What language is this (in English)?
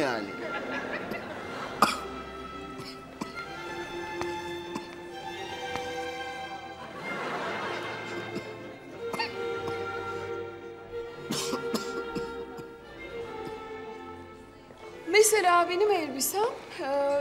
Turkish